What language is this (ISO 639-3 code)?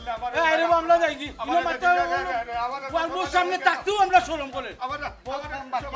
syl